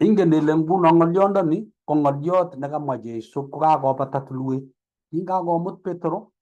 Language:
Kalenjin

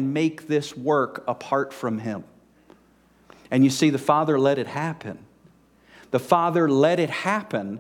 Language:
English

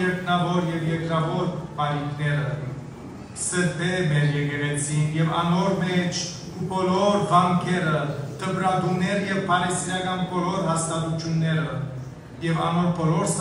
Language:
Western Armenian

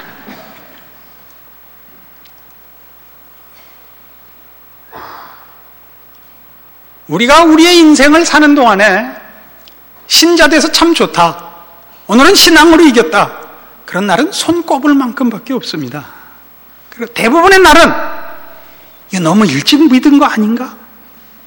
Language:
Korean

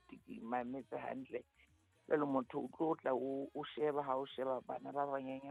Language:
Southern Sotho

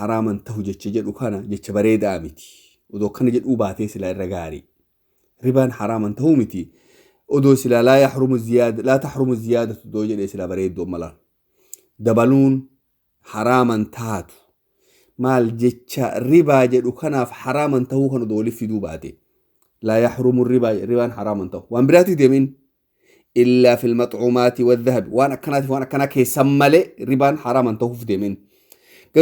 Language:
Oromo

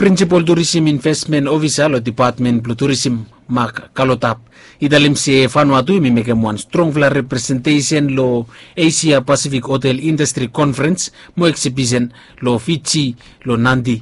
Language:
Bislama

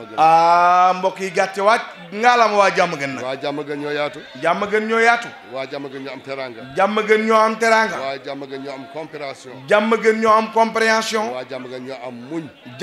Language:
Wolof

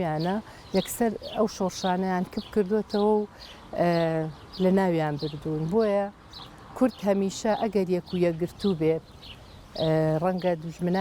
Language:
Central Kurdish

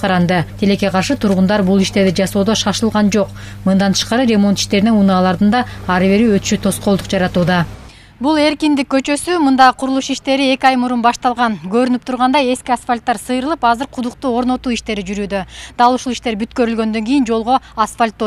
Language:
Kyrgyz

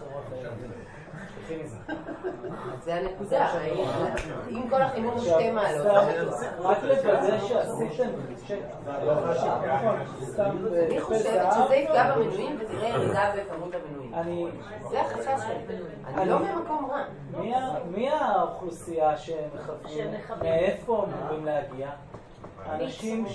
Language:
Hebrew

